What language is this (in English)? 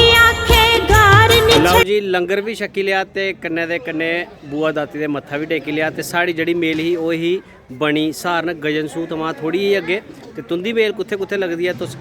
Dogri